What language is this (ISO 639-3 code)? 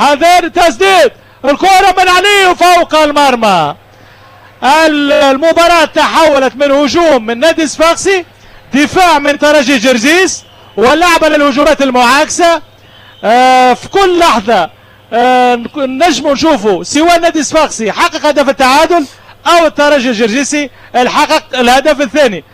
aeb